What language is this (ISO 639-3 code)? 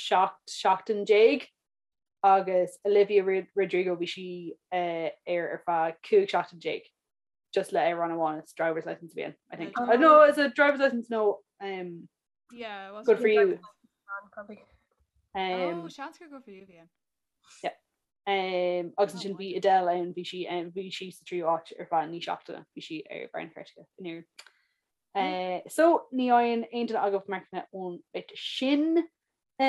gle